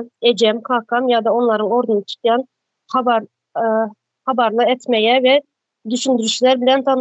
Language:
Turkmen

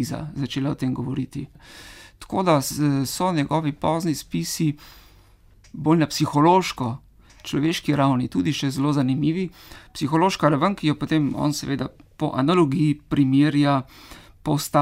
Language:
Slovenian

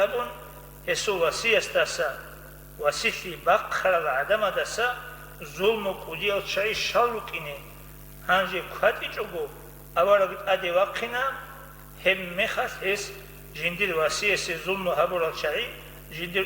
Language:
Avaric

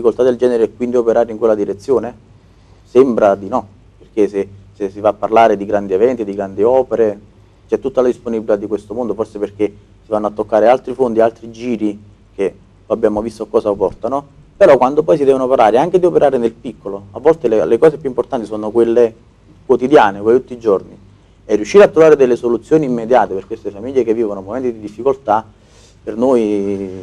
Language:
Italian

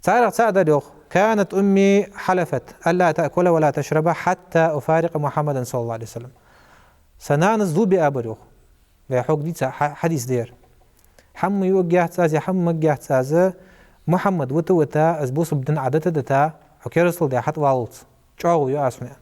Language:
Ingush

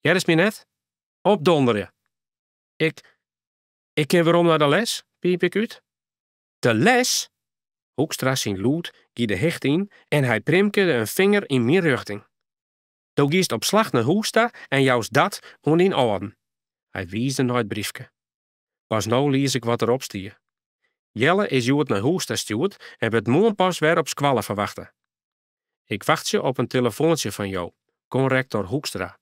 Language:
Western Frisian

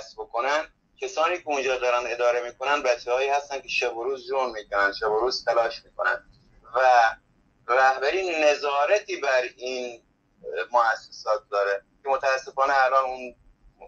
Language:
Persian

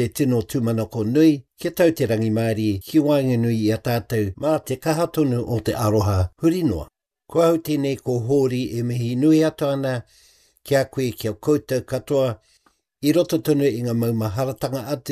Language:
Māori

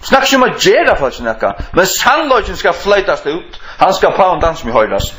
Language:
Faroese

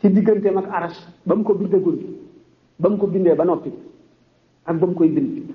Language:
Wolof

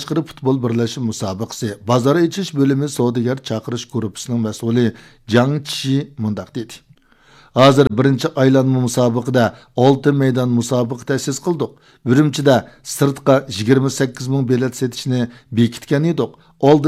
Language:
Uyghur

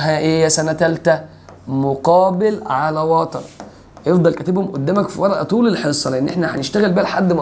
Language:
Egyptian Arabic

